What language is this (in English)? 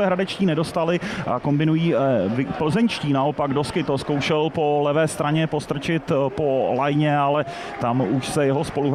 Czech